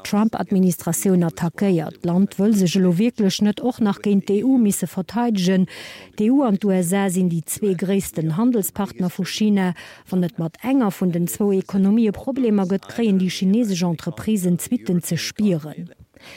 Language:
Luxembourgish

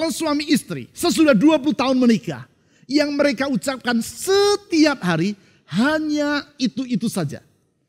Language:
Indonesian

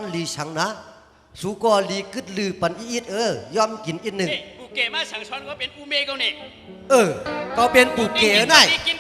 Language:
Shan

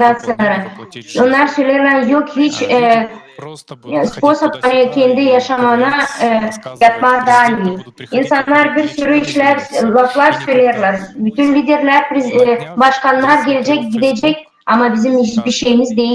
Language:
Gagauz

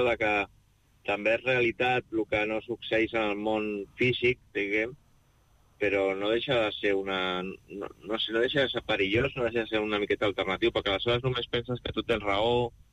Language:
Catalan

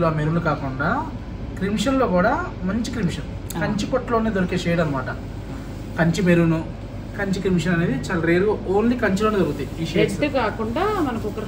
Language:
Telugu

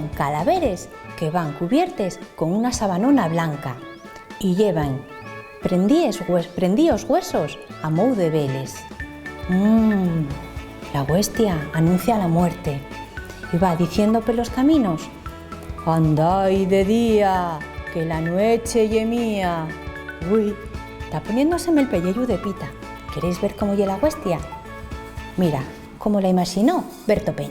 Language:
Asturian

